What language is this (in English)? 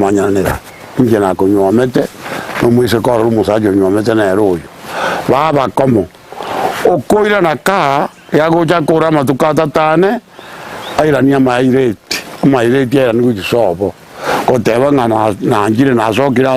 Gusii